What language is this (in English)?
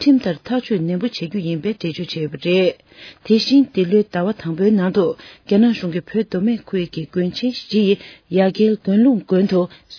Tibetan